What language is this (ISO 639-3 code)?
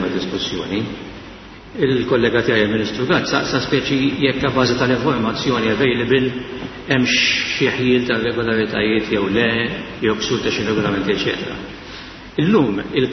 mlt